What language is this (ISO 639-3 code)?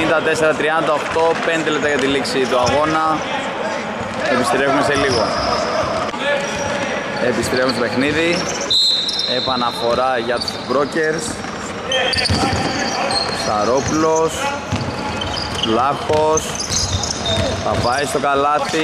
ell